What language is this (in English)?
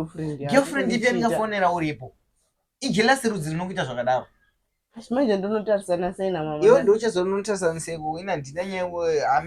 Shona